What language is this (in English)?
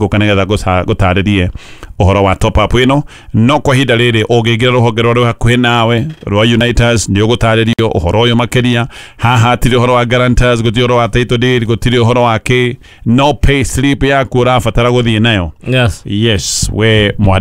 Kikuyu